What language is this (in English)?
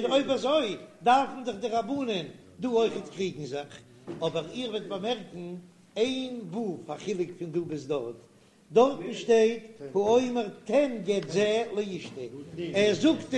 Yiddish